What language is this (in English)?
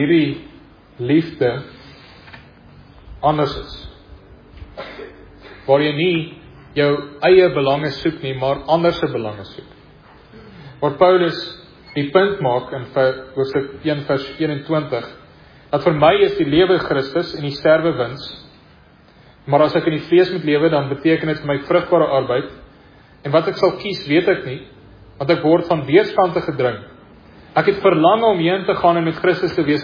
Afrikaans